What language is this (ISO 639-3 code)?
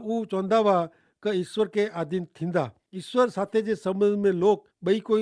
kfr